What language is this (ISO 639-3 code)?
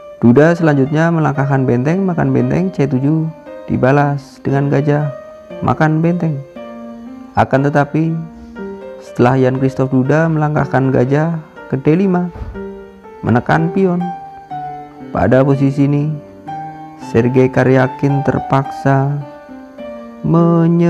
ind